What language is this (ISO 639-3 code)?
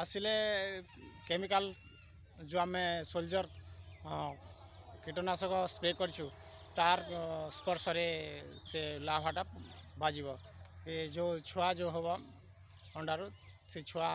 ori